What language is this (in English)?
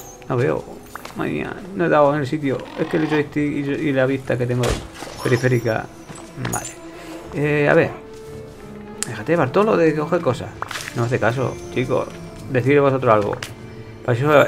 Spanish